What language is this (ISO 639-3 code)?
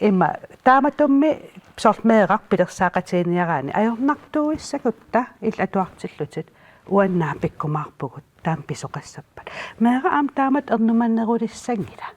kal